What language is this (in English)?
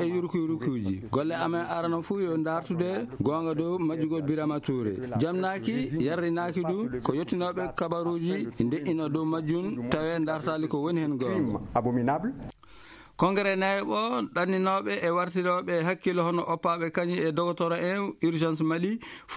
Fula